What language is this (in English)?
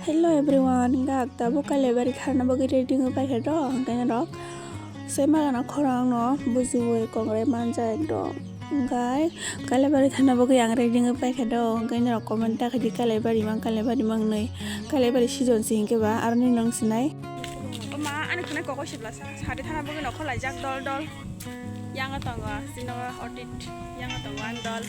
Kok Borok